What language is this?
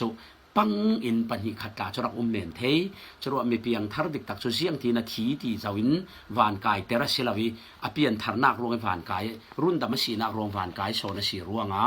Falam Chin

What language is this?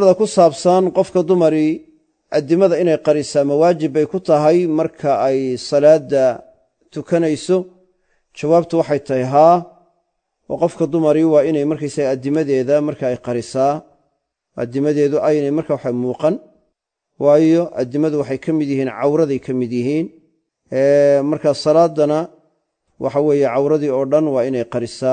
Somali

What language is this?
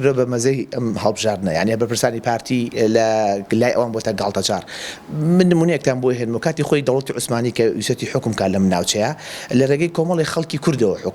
Central Kurdish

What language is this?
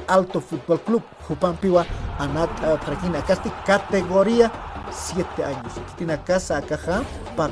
Aymara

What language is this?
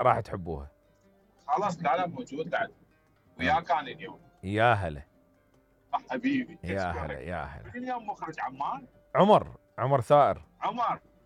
Mesopotamian Arabic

